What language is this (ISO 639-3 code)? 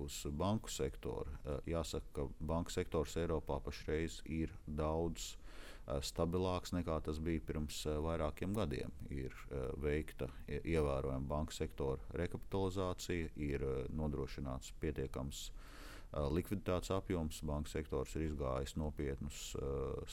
lav